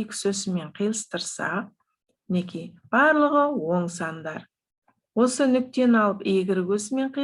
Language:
Kazakh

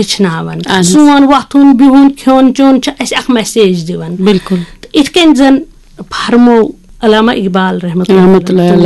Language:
Kashmiri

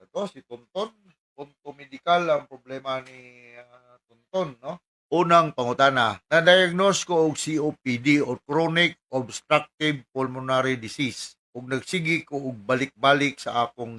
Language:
Cebuano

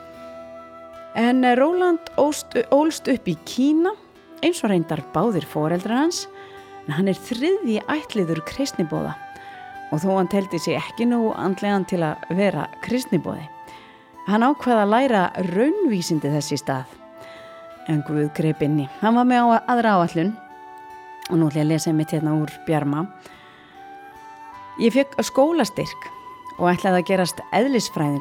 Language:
Icelandic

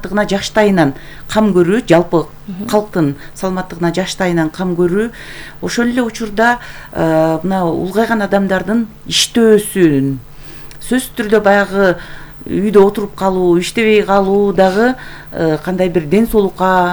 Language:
Kyrgyz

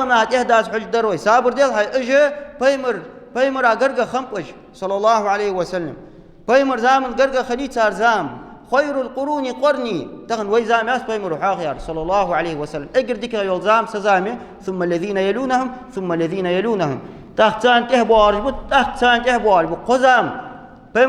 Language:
Ingush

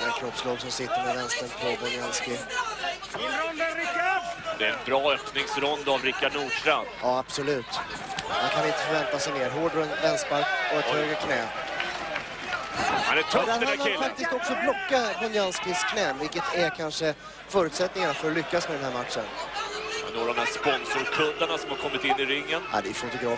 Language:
Swedish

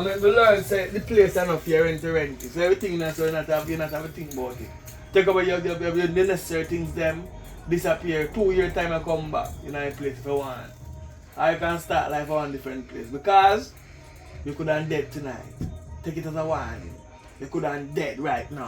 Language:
Jamaican Creole English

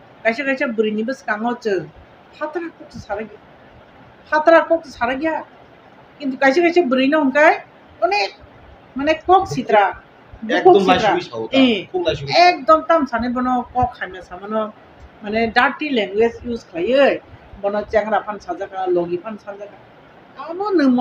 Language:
Kok Borok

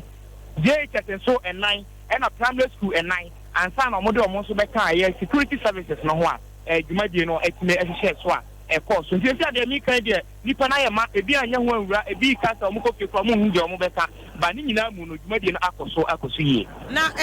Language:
Akan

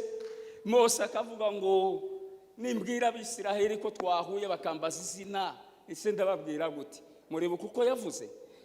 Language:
Kinyarwanda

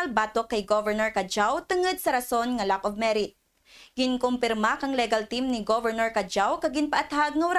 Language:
Kinaray-a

